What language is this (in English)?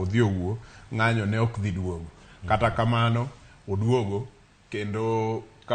Luo (Kenya and Tanzania)